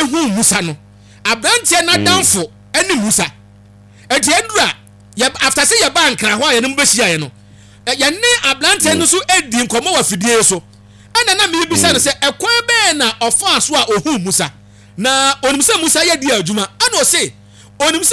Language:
Akan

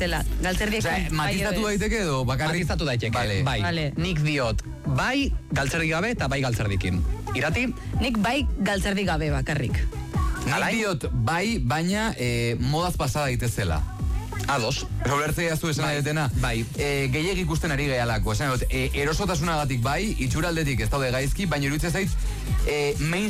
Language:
Basque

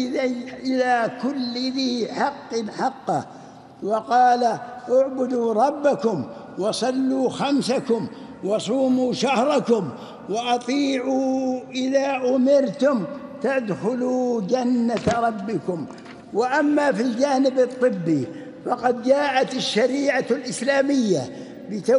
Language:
Arabic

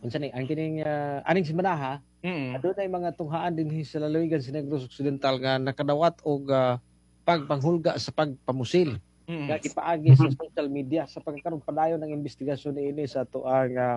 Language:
Cebuano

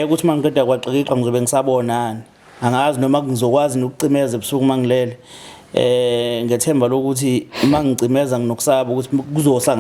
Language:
Zulu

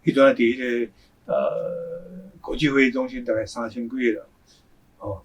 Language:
Min Nan Chinese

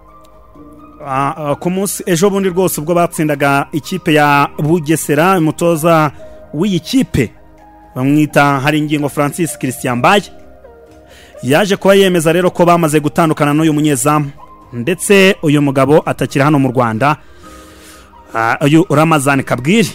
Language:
Kinyarwanda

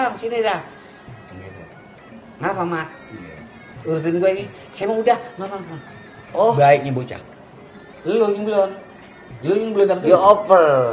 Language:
Betawi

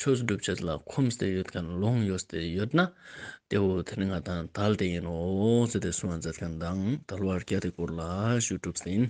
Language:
Ladakhi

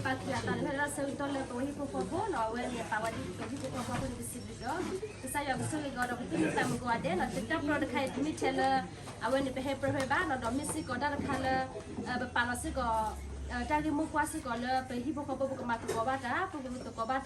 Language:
S'gaw Karen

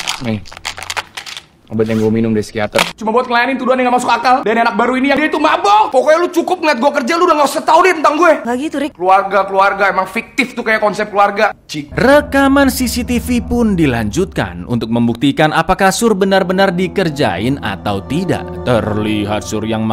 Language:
Indonesian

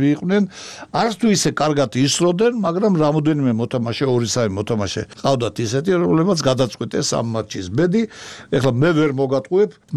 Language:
Georgian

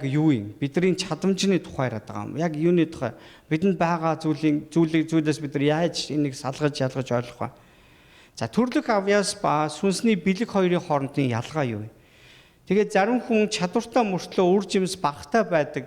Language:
Mongolian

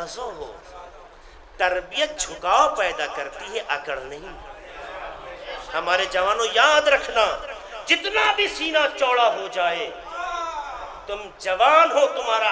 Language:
Urdu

